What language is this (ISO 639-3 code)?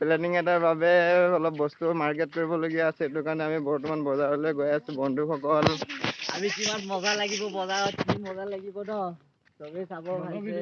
asm